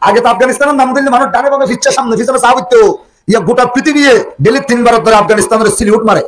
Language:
Rohingya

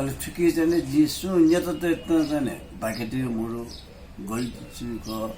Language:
Newari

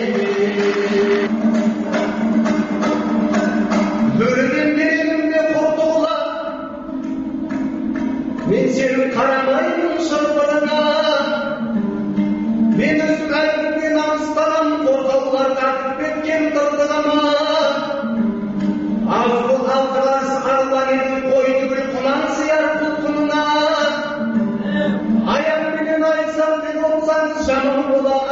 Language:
Kazakh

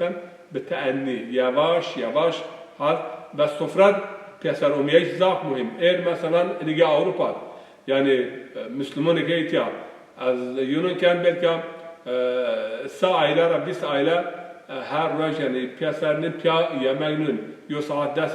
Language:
Zaza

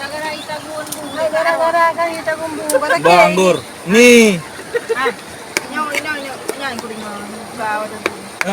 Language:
Achinese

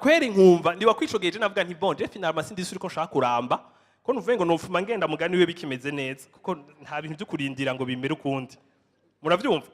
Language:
Rundi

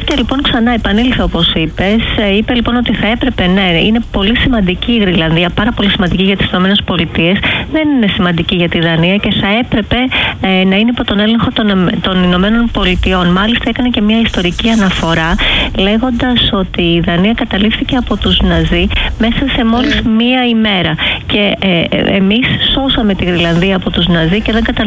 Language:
Greek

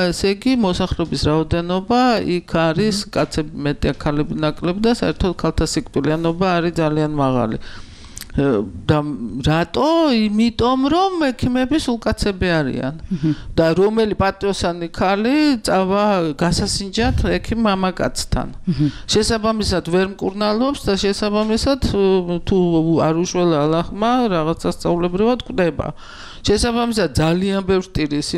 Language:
Georgian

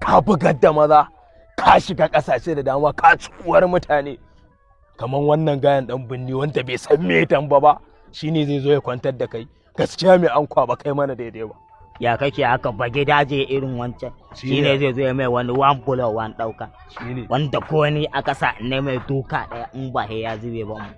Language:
Hausa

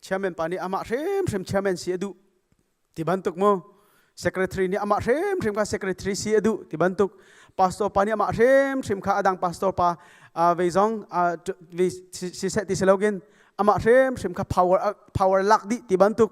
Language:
Hakha Chin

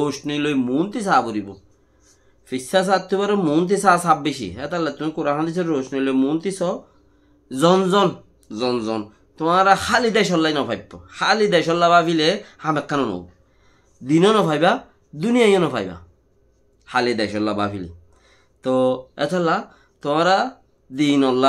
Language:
Rohingya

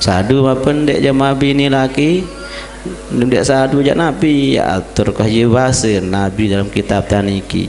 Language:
Sasak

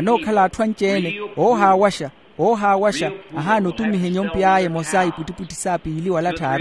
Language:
Makhuwa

